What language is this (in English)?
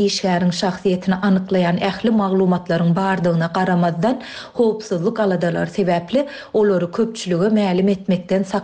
Turkmen